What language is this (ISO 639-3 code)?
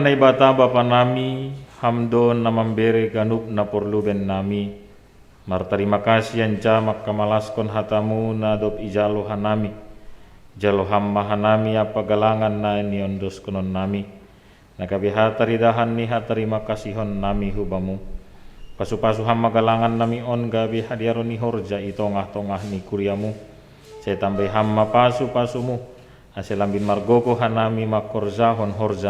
bts